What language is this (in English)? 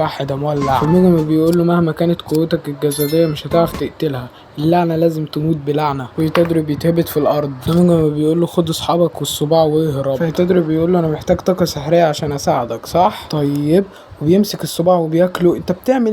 Egyptian Arabic